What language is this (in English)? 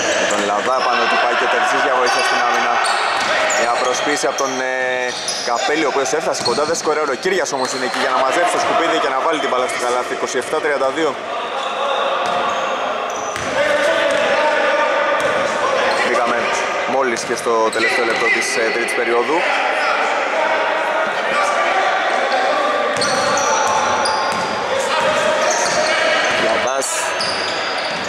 Greek